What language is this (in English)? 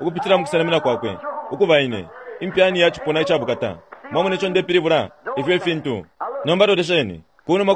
Bemba